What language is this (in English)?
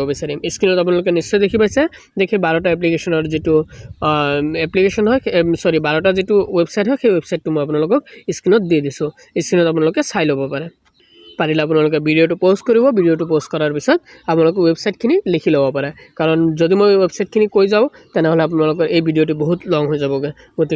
Assamese